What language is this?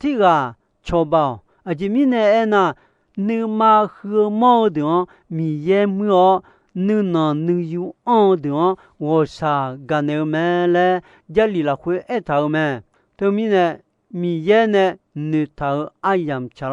Akha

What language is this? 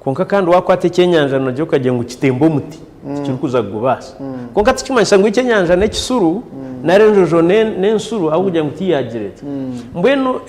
Nyankole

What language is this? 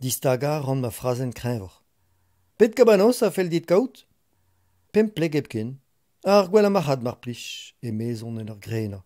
Breton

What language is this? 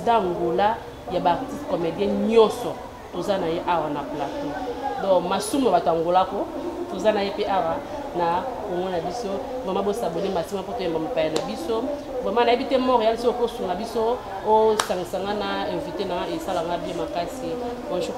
Lingala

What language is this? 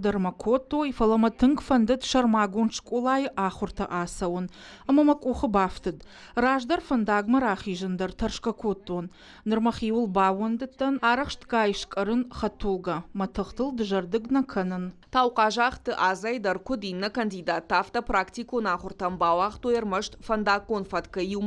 Ossetic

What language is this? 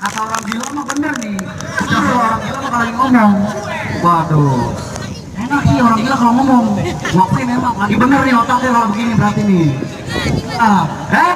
Betawi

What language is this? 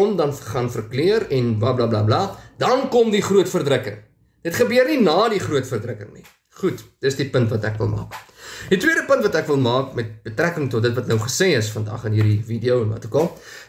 Afrikaans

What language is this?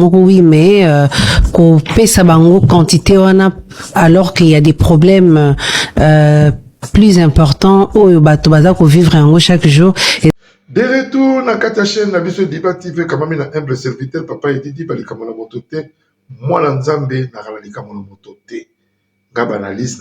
Lingala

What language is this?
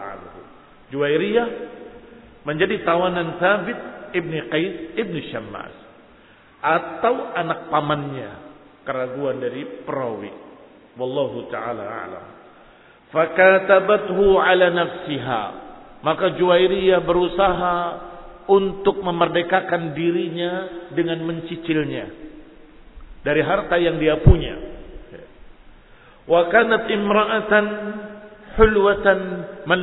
Indonesian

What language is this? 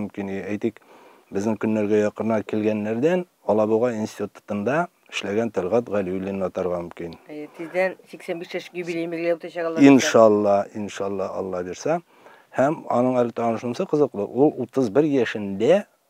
Tatar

